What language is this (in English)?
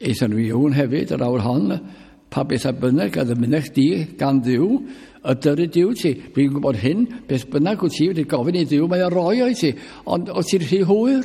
Welsh